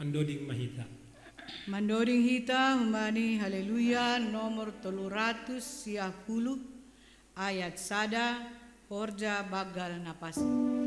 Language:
Batak Simalungun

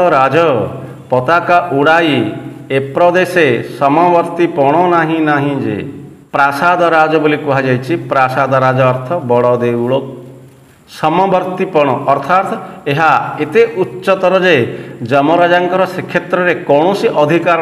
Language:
Odia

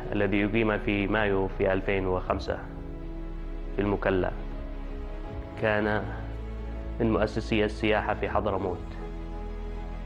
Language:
Arabic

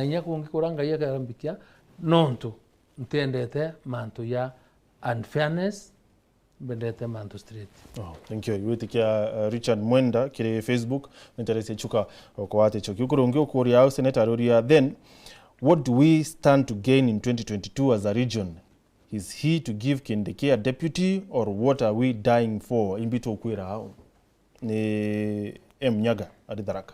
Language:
Meru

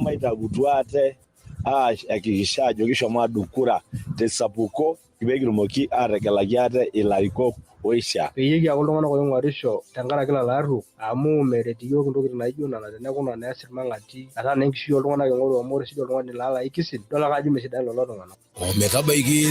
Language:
Masai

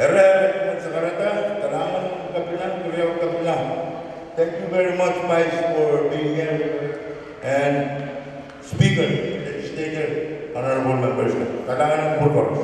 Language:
Pohnpeian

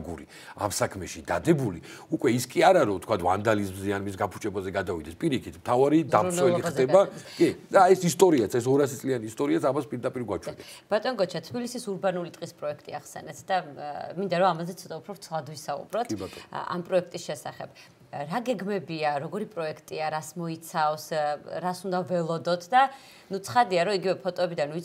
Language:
Georgian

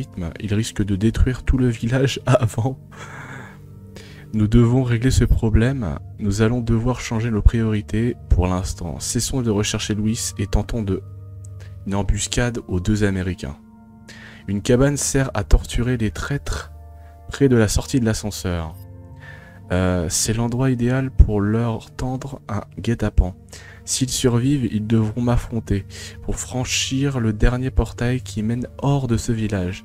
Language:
French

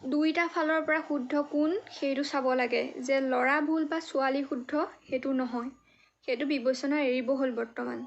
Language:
Assamese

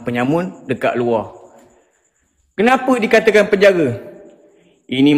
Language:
Malay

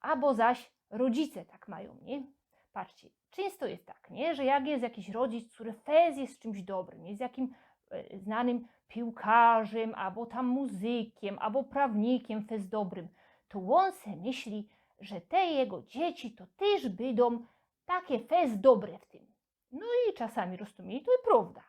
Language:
Silesian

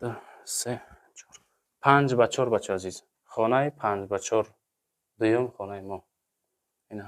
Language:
Tajik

